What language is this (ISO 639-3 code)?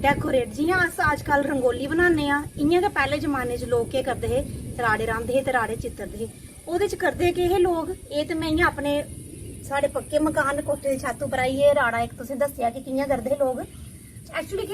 doi